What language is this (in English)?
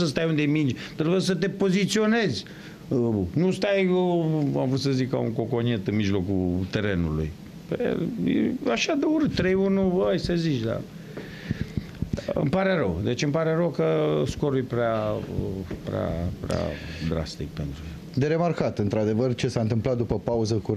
Romanian